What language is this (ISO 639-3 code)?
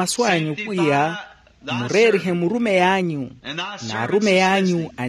vmw